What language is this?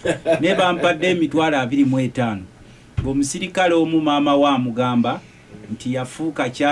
Ganda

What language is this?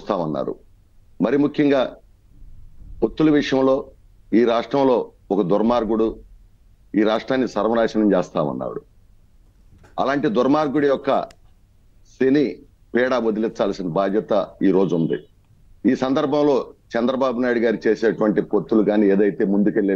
Telugu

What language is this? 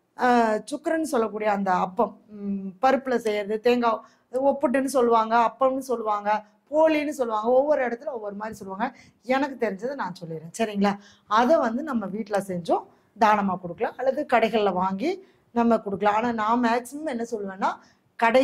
Tamil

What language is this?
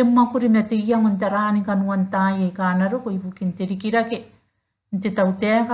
Gilbertese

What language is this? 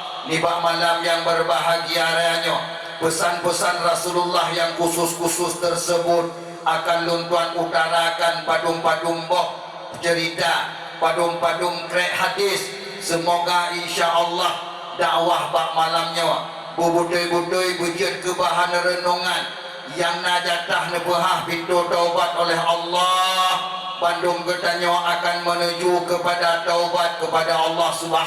Achinese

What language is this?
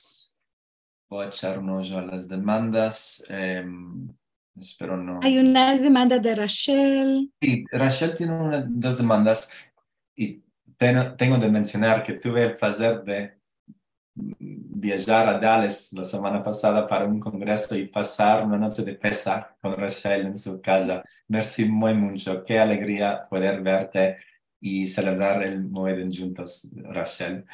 Ladino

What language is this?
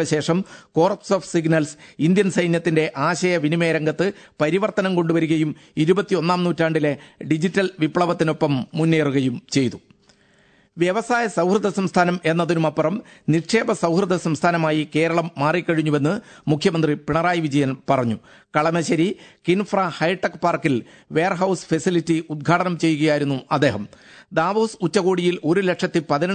Malayalam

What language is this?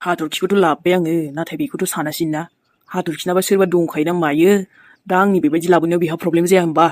Bodo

